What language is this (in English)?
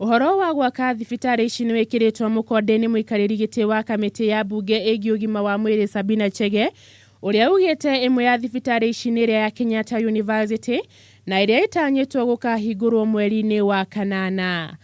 Kikuyu